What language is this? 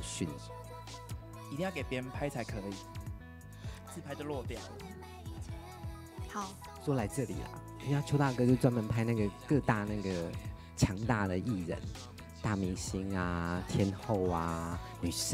Chinese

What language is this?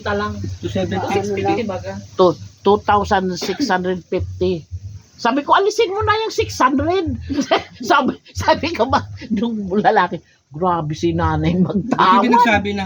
Bikol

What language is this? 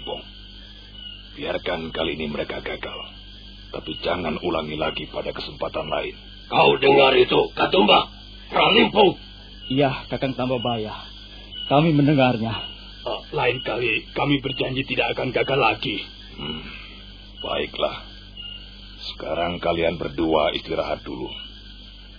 Indonesian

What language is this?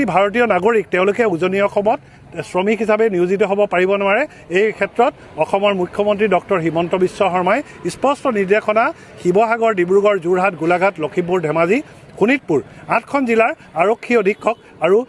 Assamese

